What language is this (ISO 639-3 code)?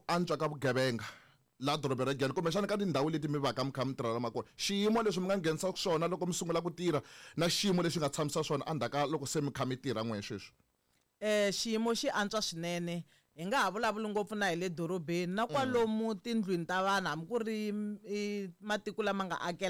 tso